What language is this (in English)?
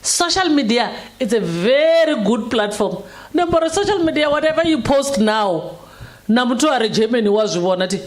Venda